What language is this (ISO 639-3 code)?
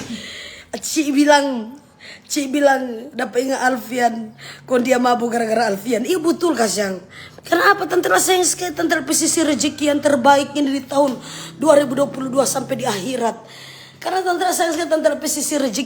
xmm